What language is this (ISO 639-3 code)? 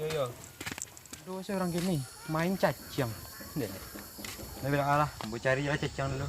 min